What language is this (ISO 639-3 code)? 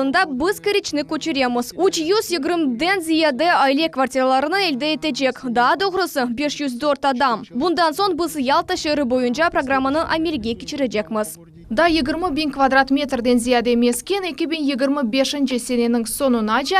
crh